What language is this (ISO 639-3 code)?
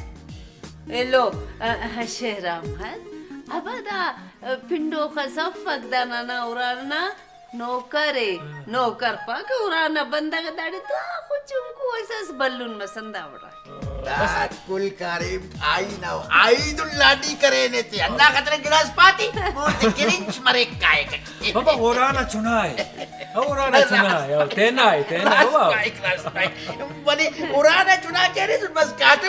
brh